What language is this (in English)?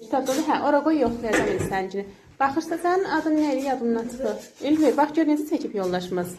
Azerbaijani